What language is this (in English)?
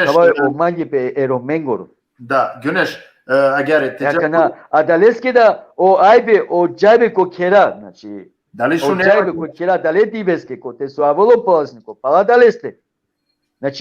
Balkan Romani